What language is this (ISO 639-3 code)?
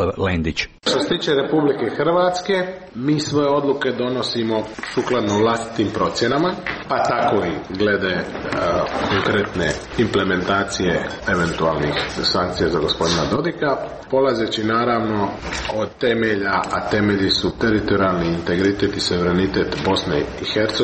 hrv